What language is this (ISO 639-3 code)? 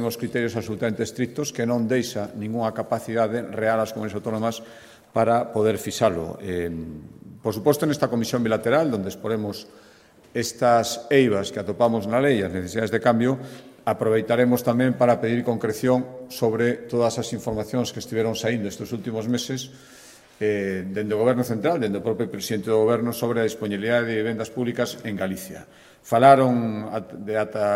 glg